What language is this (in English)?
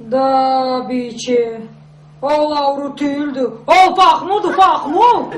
Karachay-Balkar